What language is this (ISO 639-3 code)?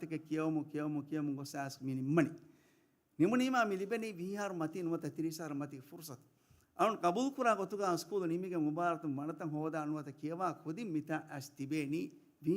div